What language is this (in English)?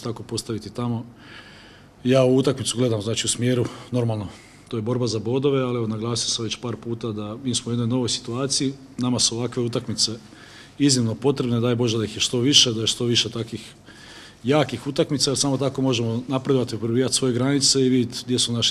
Croatian